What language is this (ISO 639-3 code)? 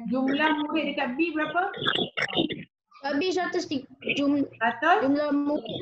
msa